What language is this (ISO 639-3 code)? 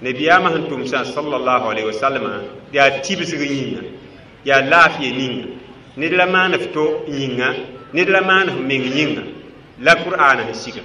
mos